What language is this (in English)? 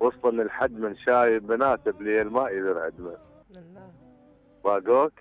Mesopotamian Arabic